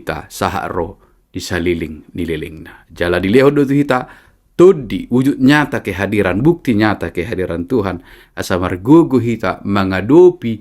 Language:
Batak Toba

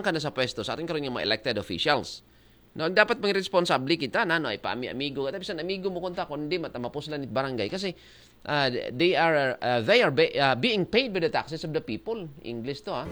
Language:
Aklanon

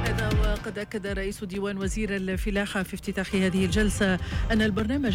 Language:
Tunisian Arabic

